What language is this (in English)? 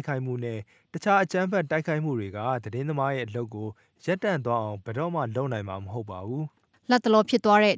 Burmese